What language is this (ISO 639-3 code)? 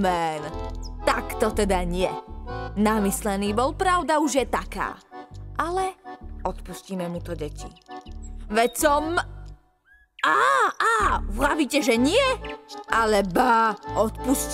slk